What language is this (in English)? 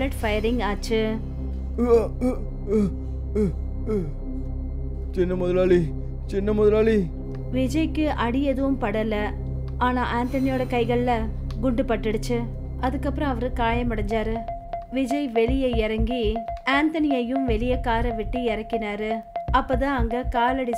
Tamil